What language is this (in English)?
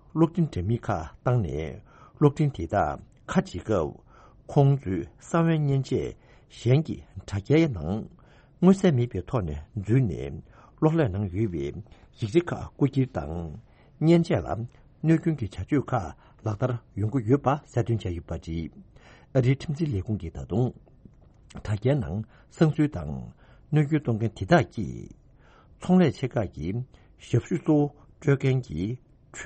Tibetan